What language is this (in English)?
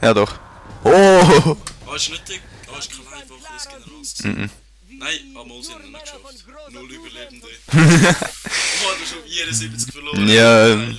Swiss German